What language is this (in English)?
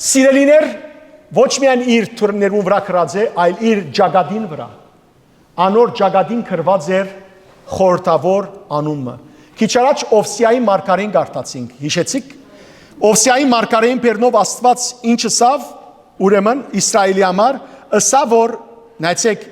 Western Armenian